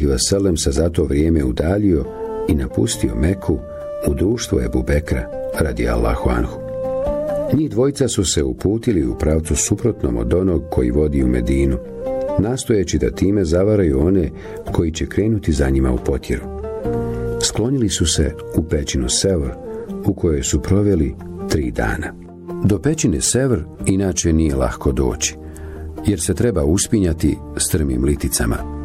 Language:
Bosnian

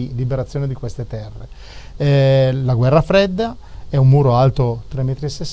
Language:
Italian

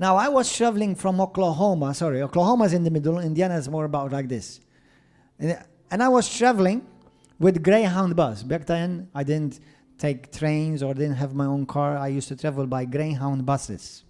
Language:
English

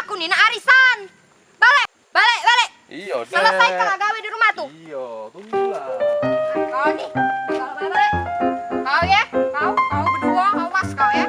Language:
Musi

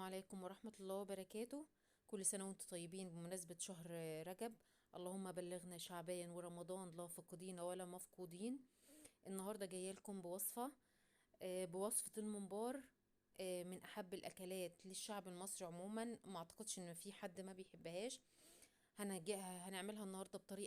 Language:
Egyptian Arabic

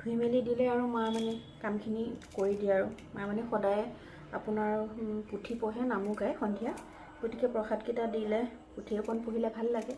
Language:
Assamese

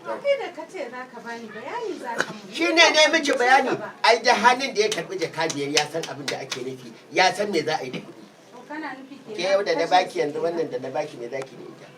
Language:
Hausa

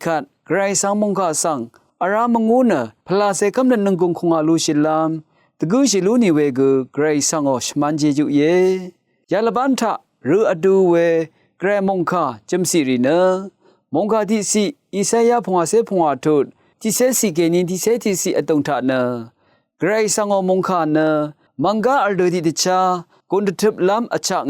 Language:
Rawang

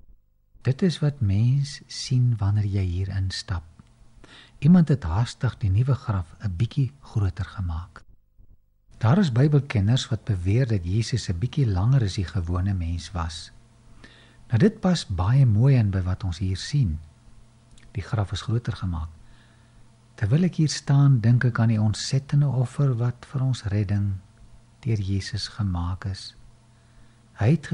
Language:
Afrikaans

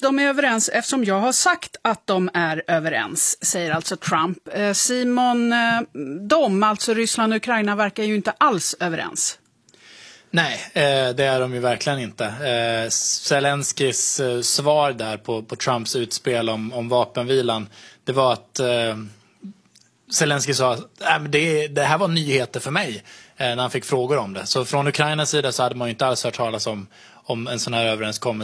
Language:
Swedish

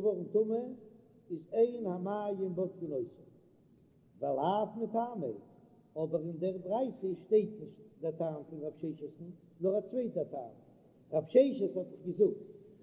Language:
Yiddish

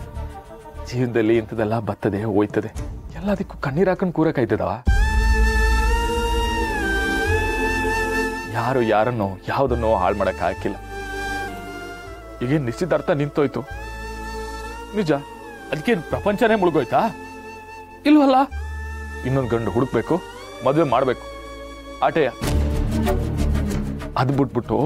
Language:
Kannada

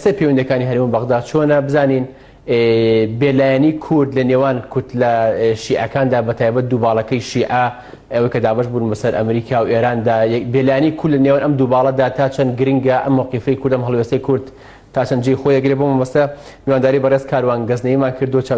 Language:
Central Kurdish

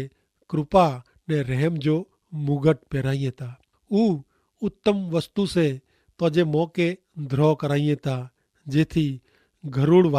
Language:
Kachhi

